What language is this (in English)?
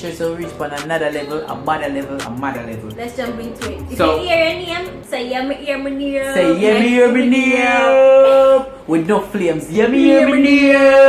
Jamaican Creole English